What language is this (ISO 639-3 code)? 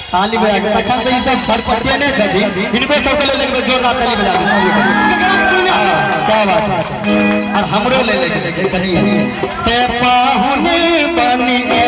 mai